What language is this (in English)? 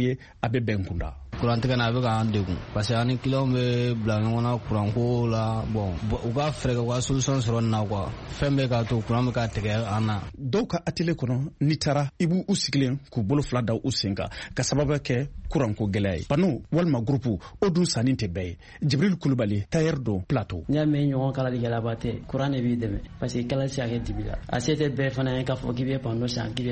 Bambara